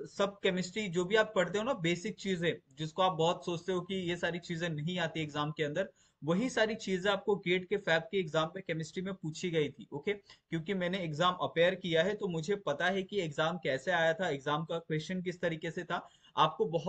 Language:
Hindi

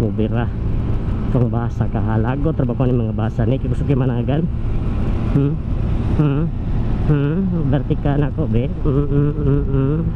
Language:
Cebuano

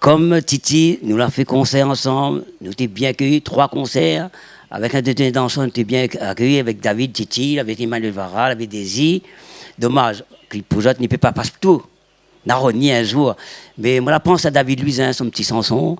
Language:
Réunion Creole French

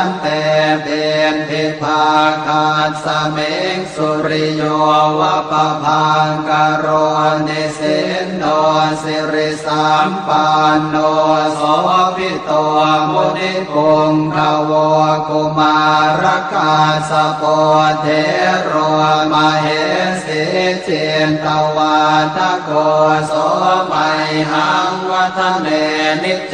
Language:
Pali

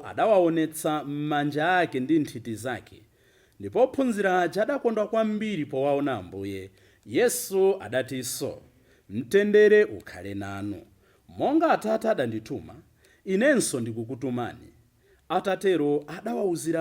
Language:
Nyanja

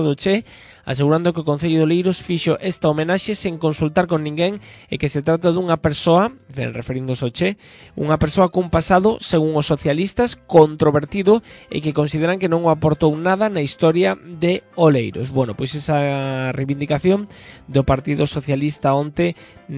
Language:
Galician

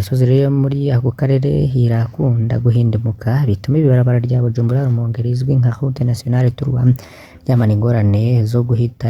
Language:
Rundi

